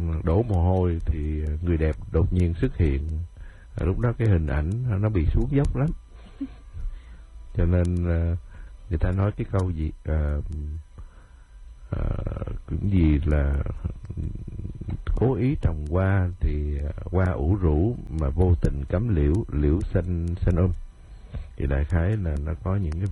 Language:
Vietnamese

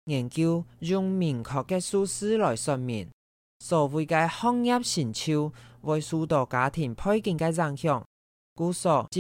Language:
Hakka Chinese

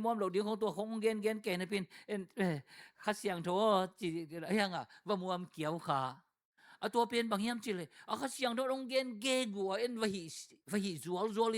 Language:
Tedim Chin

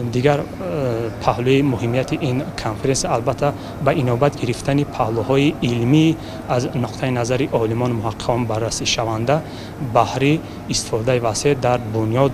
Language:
Tajik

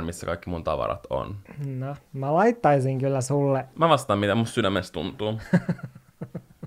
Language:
Finnish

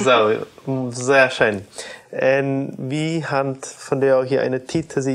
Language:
Plautdietsch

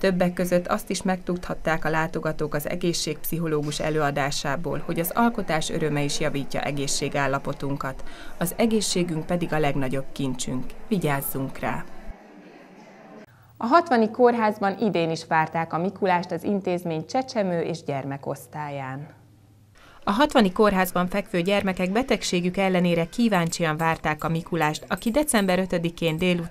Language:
Hungarian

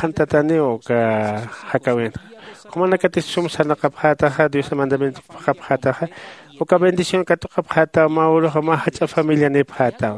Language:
Aymara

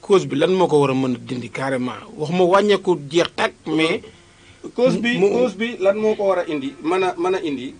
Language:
Wolof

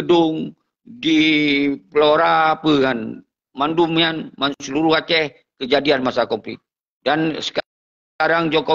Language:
Achinese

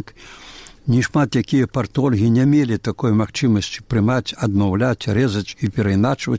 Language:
Belarusian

